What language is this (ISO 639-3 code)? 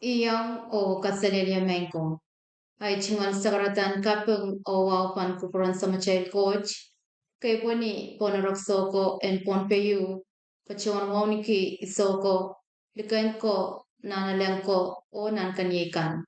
pon